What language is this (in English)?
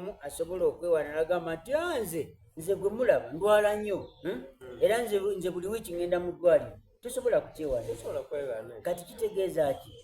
Soga